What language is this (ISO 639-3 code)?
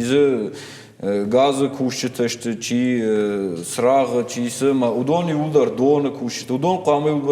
oss